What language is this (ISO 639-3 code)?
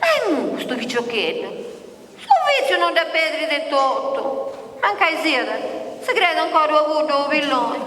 srd